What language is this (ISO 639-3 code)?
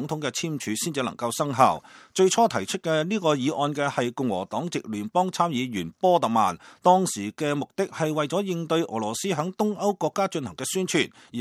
yue